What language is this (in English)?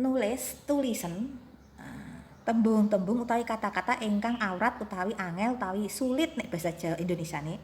Javanese